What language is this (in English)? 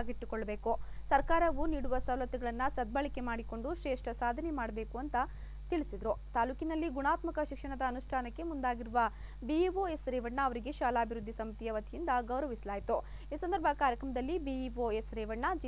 Kannada